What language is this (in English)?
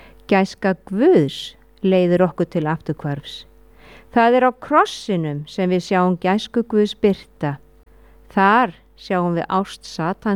Icelandic